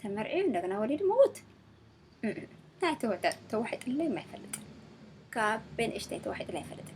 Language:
Tigrinya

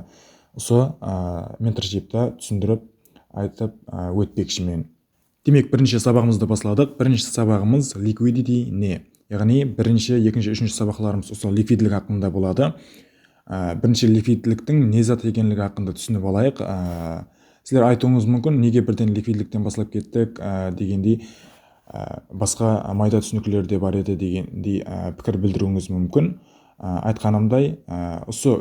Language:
Kara-Kalpak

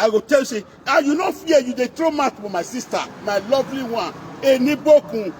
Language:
Nigerian Pidgin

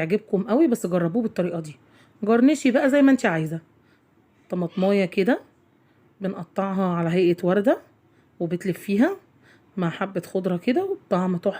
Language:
Egyptian Arabic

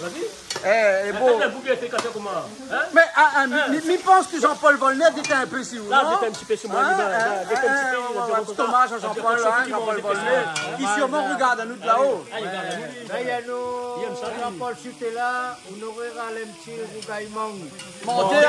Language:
Réunion Creole French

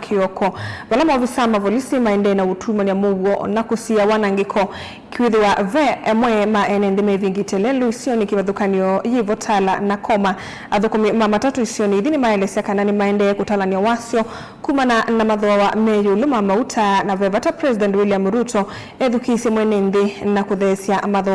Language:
Kamba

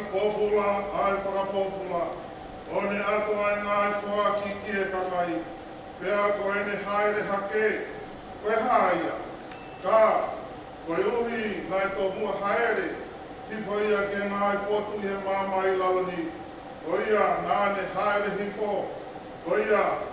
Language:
Tongan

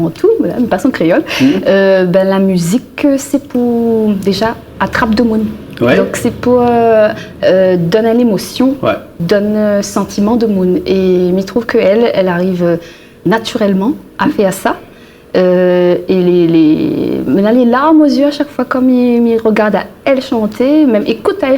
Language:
Réunion Creole French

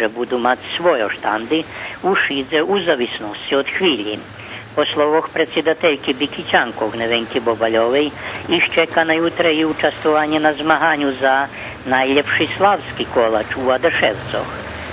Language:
Rusyn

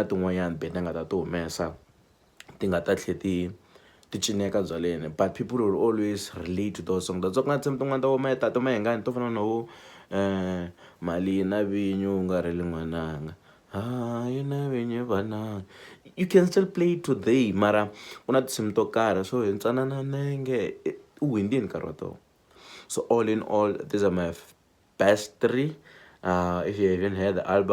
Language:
Tsonga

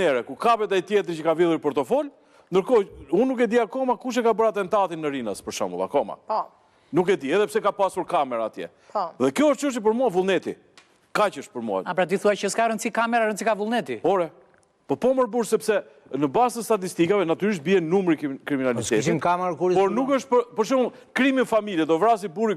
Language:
Albanian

